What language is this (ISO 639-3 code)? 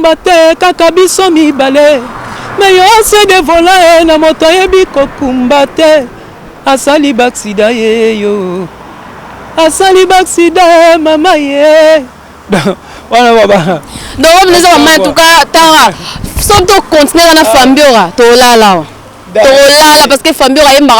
lin